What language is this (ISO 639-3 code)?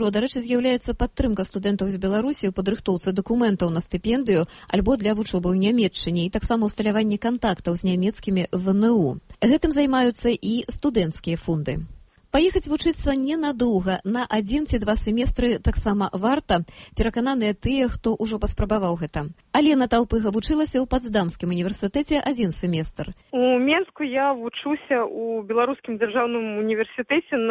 bel